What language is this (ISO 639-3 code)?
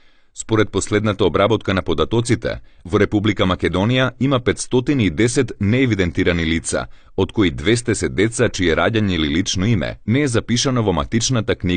mkd